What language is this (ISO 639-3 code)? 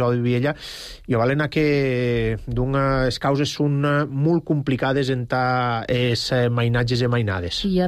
cat